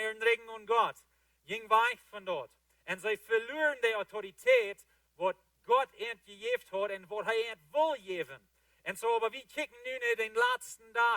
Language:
Plautdietsch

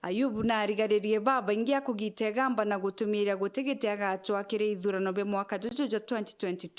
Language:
Meru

